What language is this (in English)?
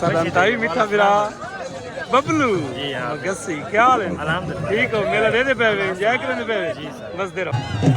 Saraiki